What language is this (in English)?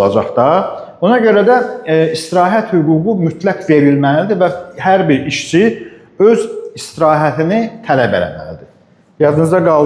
Azerbaijani